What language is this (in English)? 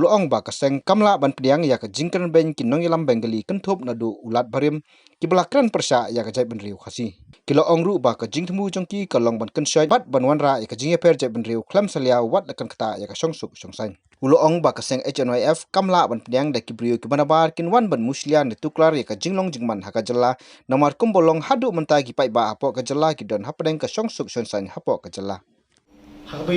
Khasi